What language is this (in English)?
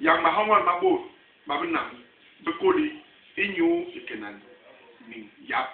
Basaa